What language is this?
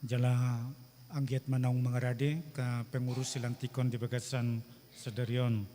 Batak Toba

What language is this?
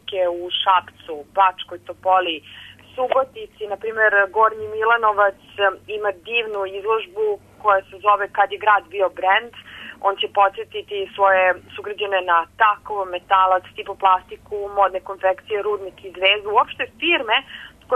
Serbian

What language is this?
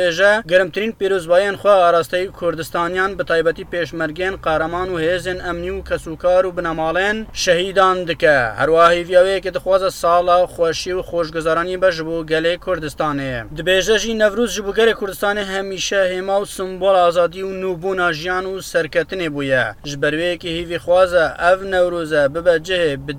Kurdish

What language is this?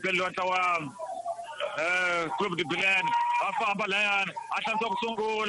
Tsonga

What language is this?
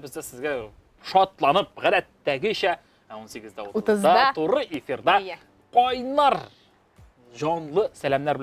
Tatar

